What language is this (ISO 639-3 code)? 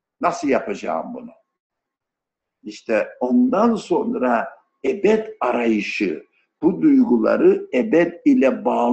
tur